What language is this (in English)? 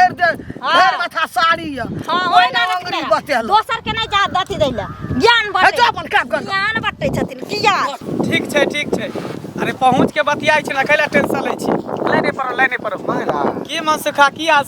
Maithili